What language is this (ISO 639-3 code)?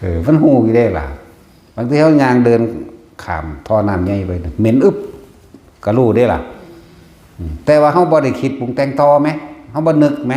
tts